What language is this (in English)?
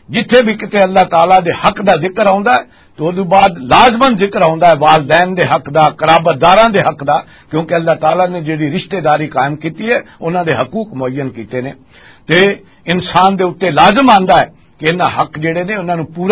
Western Panjabi